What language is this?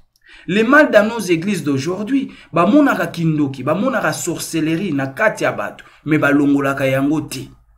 Lingala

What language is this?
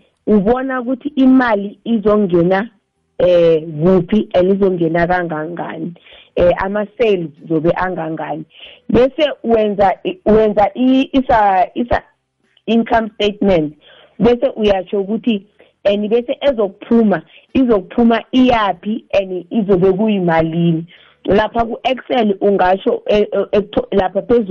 South Ndebele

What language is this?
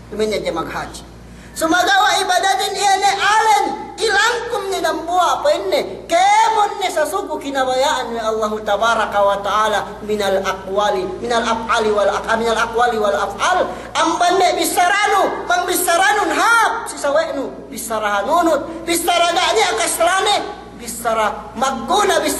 Yakan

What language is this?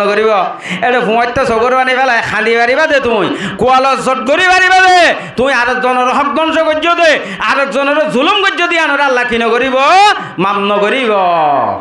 Rohingya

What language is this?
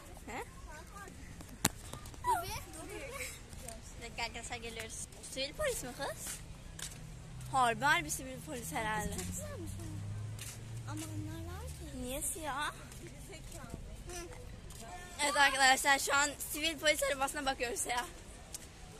Turkish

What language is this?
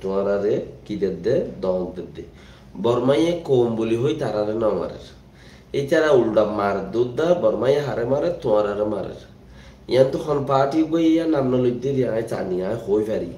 Rohingya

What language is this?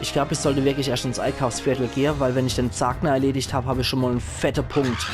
Palatine German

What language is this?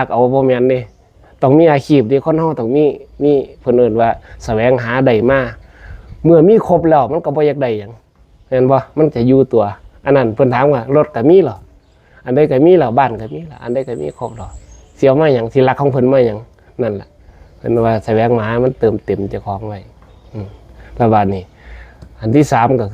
Northeastern Thai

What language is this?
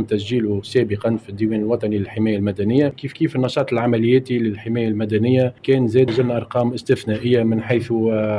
Tunisian Arabic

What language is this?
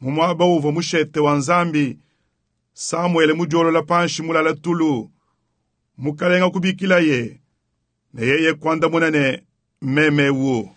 Luba-Lulua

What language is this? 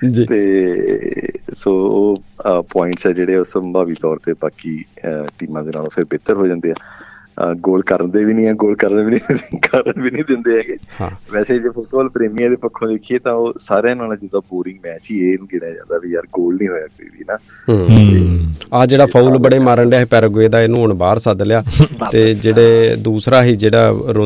Punjabi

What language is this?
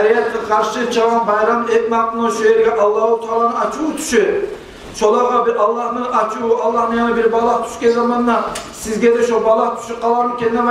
Kumyk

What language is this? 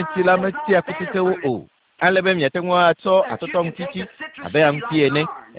Ewe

